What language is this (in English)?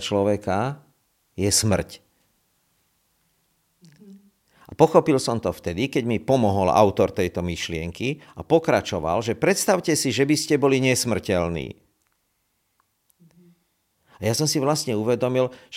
Slovak